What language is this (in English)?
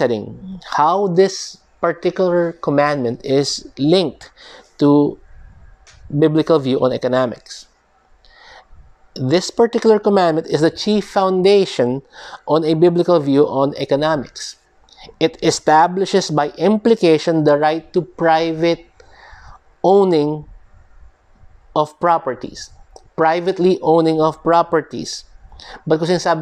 Filipino